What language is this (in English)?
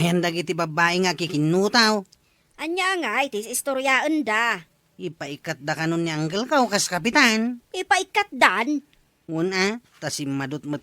Iloko